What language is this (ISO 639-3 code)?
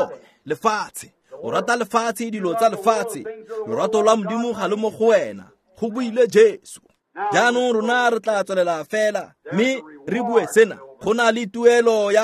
tsn